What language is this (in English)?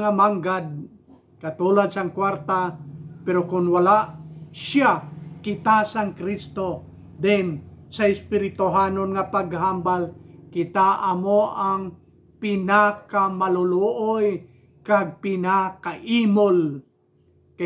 Hiligaynon